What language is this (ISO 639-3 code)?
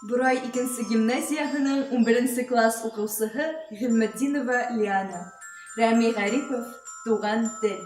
bak